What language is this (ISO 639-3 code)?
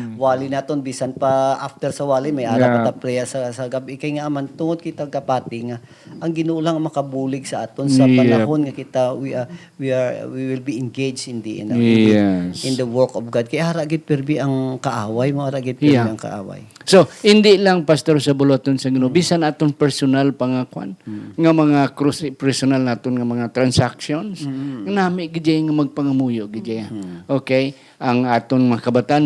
hil